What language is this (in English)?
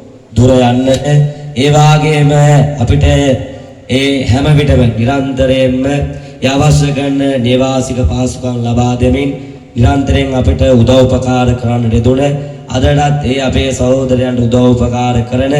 Sinhala